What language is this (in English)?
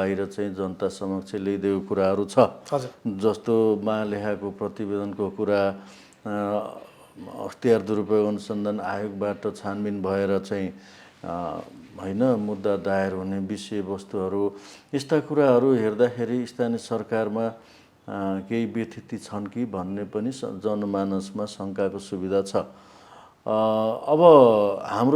Nepali